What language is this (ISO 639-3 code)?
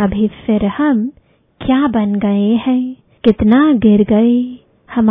hin